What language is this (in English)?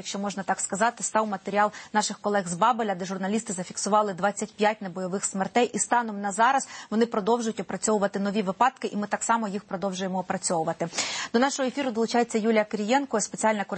Ukrainian